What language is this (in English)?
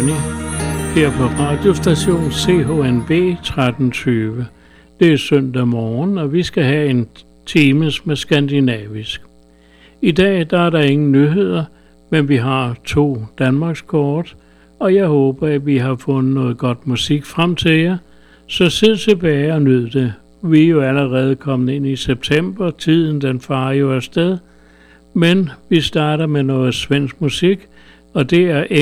Danish